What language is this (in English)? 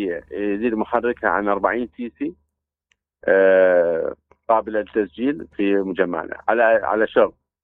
Mesopotamian Arabic